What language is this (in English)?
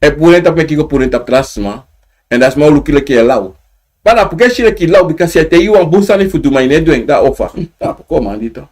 Sranan Tongo